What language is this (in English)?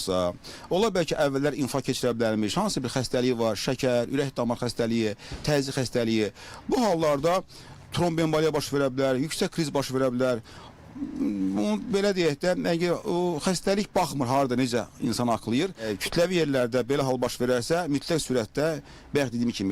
Azerbaijani